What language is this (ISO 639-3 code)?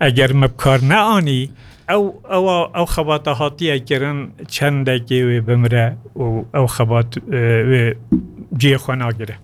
kur